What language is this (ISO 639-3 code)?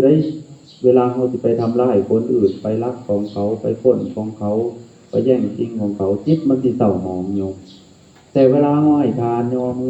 tts